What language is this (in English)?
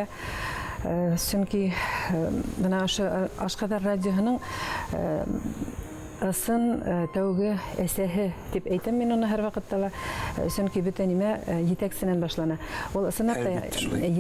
Bashkir